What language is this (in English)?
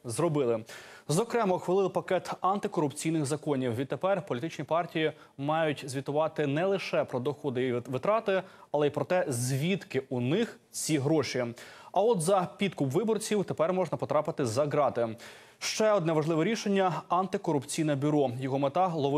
Ukrainian